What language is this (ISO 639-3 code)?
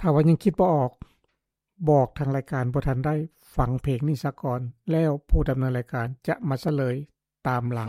lao